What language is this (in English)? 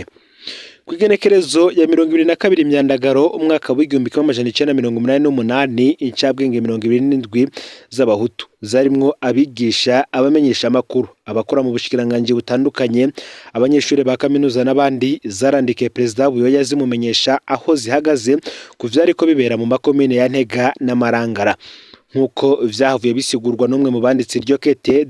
Rundi